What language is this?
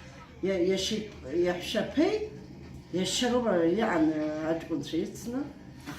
Abkhazian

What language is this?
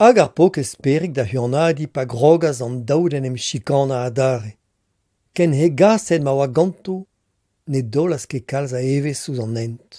Breton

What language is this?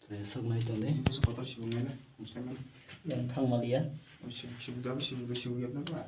Kok Borok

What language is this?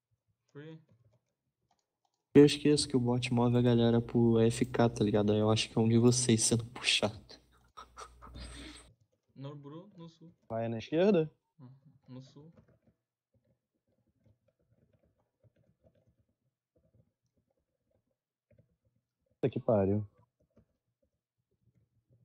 Portuguese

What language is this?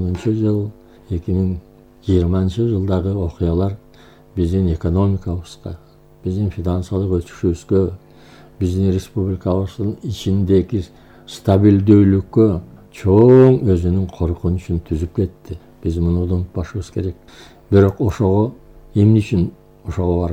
Kyrgyz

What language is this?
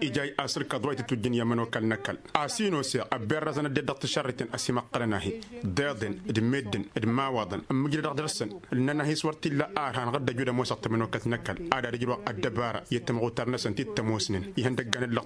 Tamasheq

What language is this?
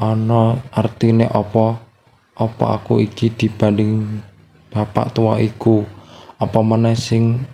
Javanese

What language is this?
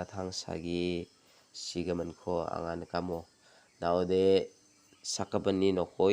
Garo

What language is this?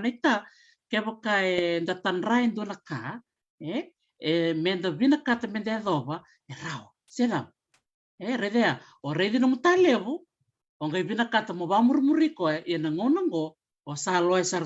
Fijian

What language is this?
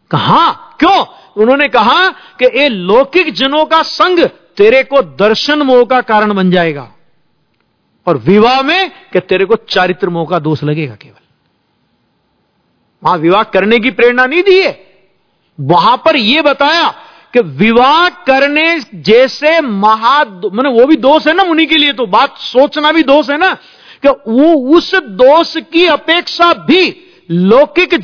Hindi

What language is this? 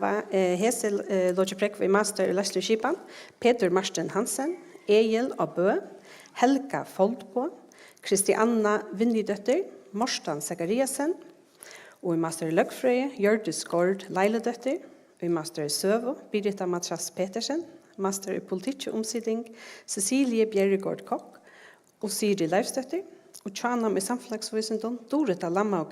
Faroese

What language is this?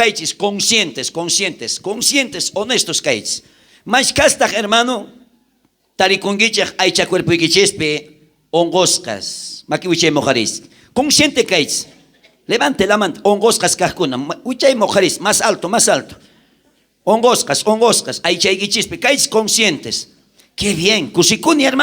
South Bolivian Quechua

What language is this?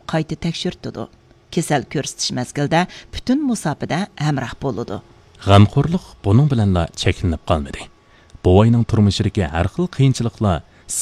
Uyghur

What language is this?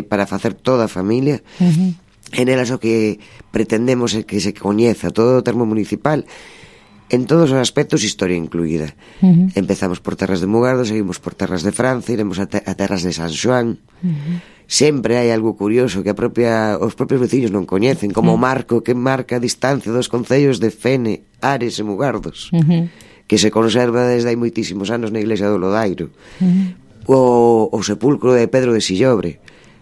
Galician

